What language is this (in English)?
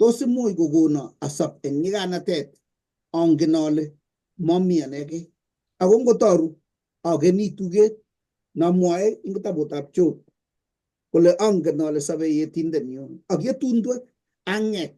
Kalenjin